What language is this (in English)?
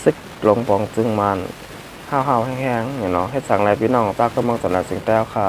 Shan